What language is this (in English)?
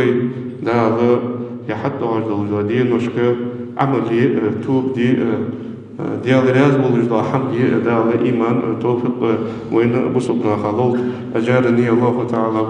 Ingush